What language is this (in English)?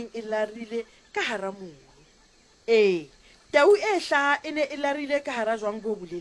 Southern Sotho